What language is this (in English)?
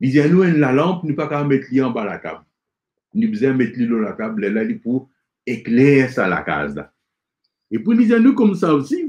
Morisyen